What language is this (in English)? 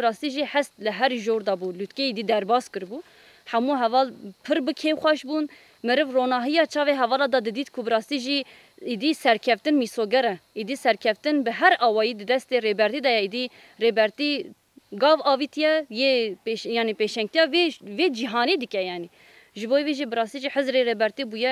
Kurdish